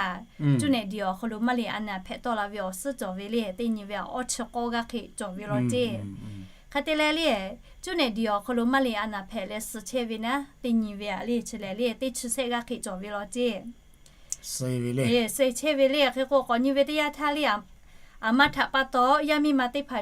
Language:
Lahu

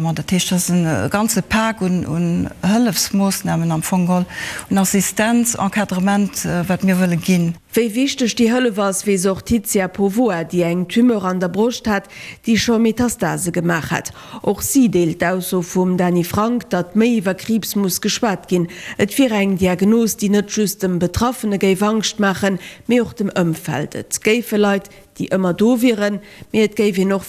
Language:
Luxembourgish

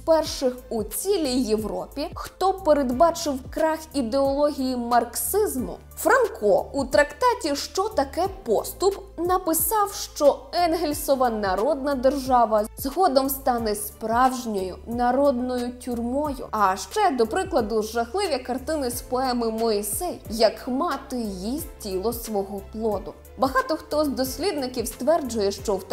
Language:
Ukrainian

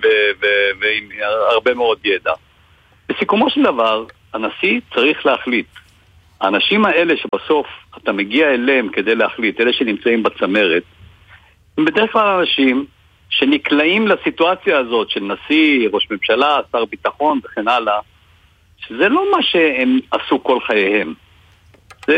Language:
Hebrew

